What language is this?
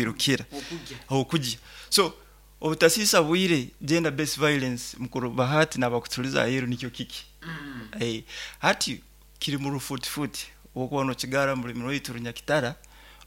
Nyoro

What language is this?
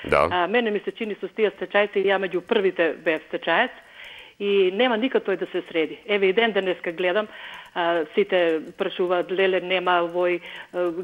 Macedonian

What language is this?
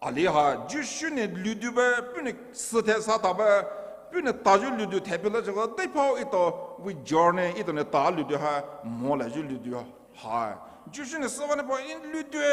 Poumei Naga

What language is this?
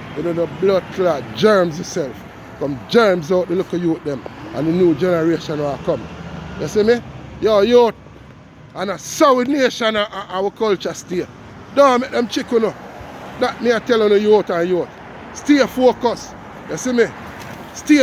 Jamaican Creole English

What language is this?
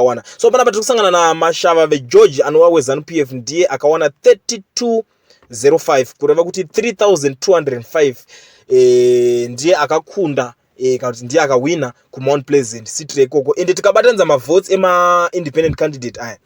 Shona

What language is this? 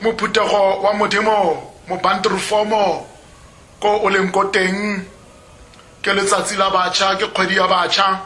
Tswana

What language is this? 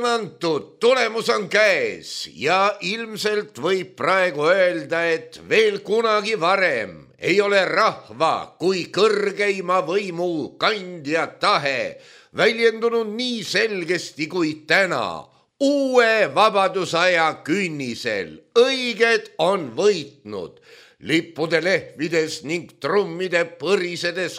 Estonian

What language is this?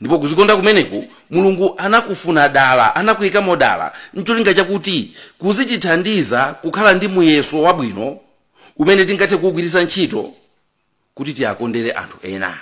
Nyanja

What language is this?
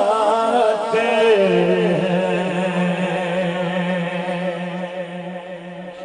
Urdu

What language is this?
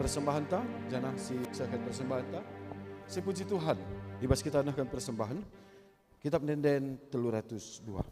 Batak Karo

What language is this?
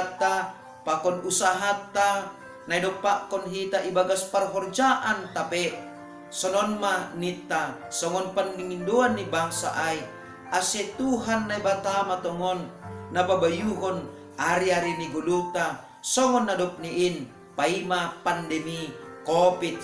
Batak Simalungun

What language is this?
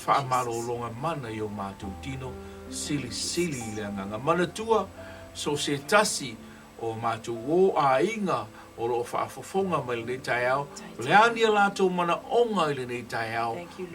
Samoan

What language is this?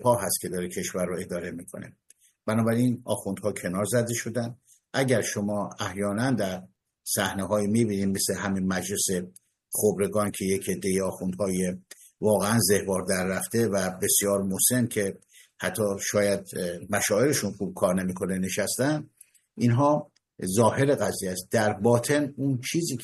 Persian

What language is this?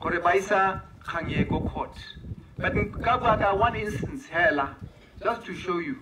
Tswana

